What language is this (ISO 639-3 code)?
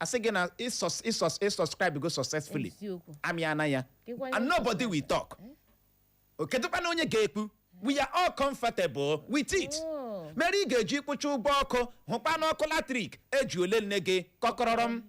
ibo